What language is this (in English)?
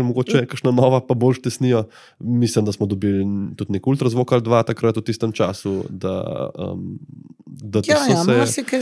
Slovenian